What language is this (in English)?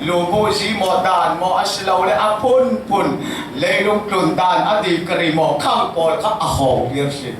Falam Chin